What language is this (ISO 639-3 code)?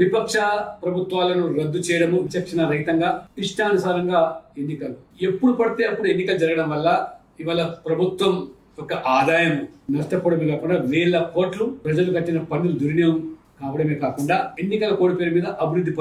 tel